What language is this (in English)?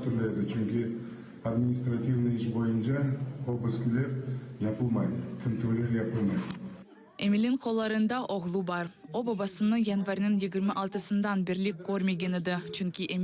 Crimean Tatar